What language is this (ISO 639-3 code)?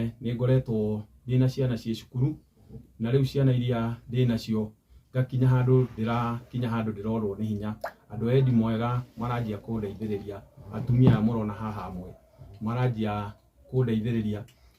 kik